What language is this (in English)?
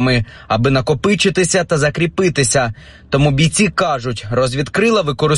Ukrainian